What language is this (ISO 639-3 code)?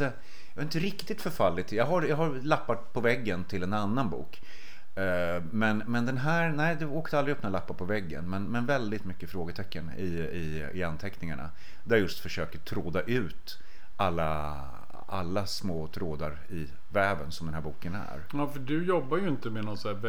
swe